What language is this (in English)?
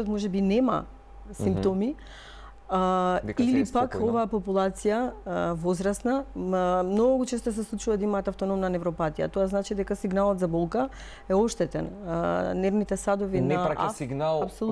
Macedonian